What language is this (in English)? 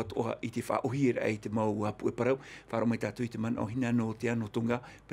Tahitian